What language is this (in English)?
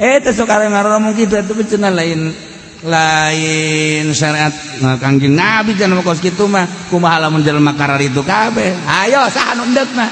Sundanese